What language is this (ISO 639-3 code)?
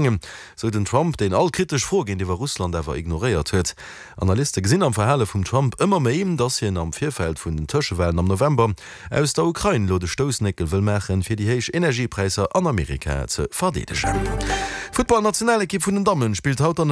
ltz